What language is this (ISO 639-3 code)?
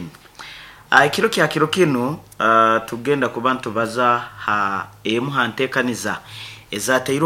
nyn